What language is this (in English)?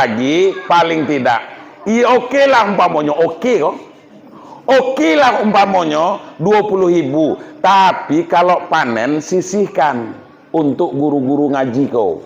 Minangkabau